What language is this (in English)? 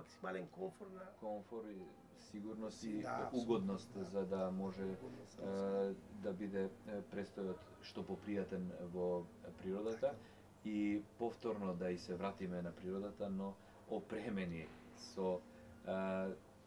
Macedonian